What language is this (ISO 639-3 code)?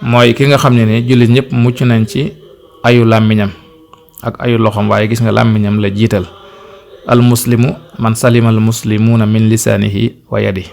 wol